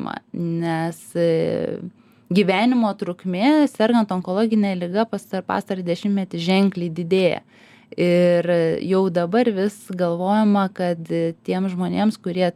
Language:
Lithuanian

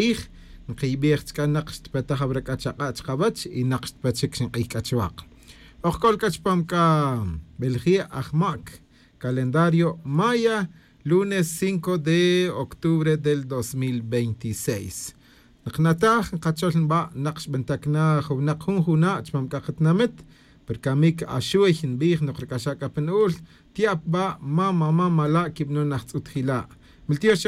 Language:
Tz'utujil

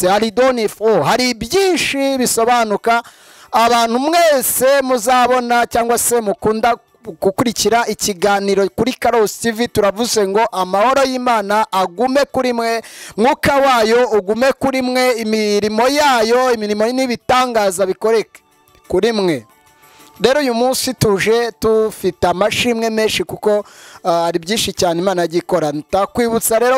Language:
Kinyarwanda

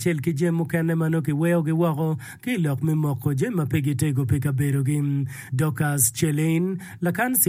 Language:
Acoli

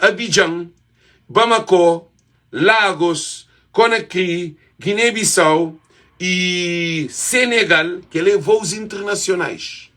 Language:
Kabuverdianu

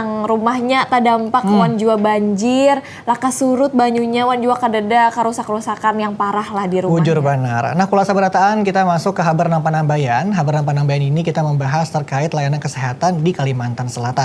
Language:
Banjar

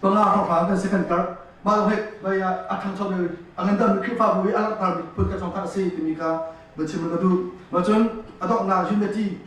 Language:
Hakha Chin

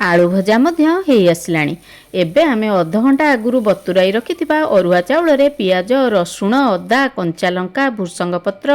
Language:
Odia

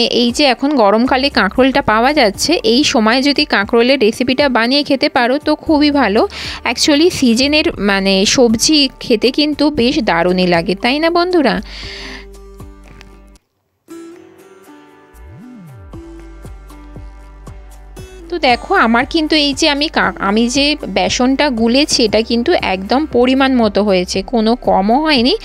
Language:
Bangla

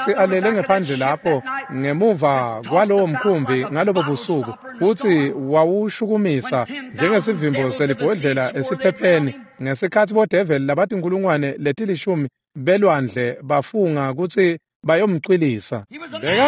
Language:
Swati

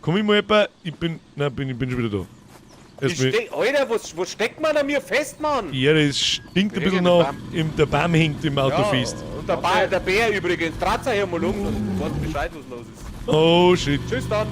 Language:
Bavarian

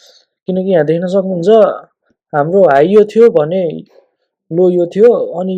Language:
Nepali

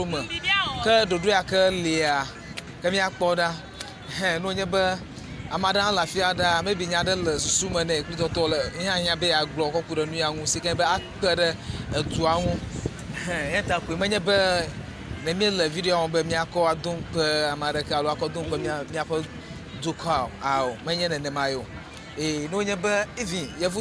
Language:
Ewe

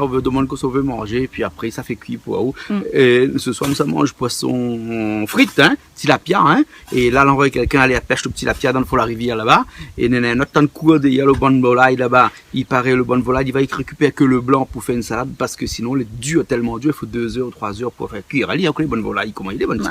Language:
Réunion Creole French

